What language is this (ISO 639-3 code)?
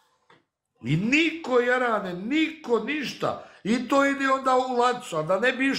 bos